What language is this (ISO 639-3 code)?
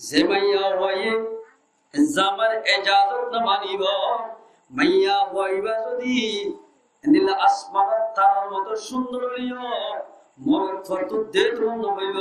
rhg